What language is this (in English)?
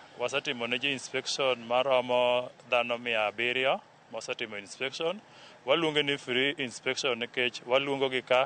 Luo (Kenya and Tanzania)